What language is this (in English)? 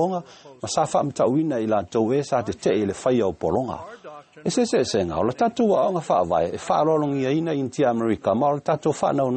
Samoan